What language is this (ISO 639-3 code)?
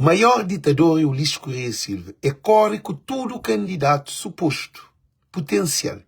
kea